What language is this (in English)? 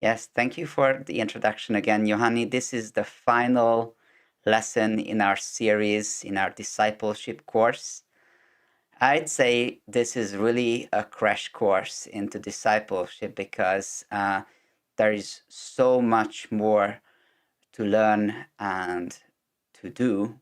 English